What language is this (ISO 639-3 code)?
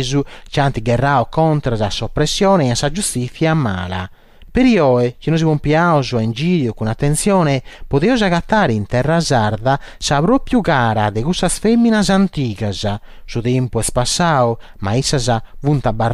srd